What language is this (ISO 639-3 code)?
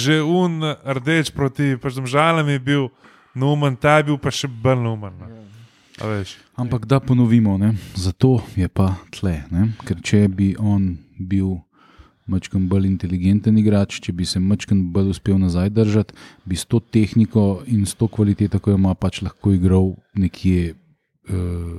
slv